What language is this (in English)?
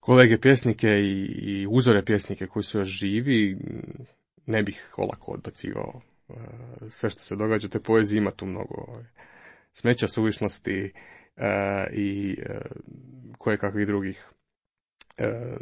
Croatian